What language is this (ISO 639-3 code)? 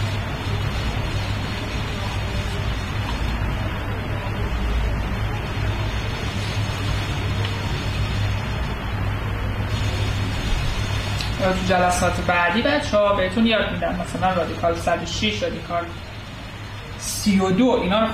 fas